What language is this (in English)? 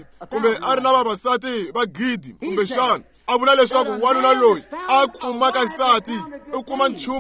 Tsonga